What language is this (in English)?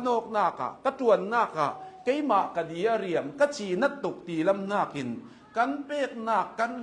Hakha Chin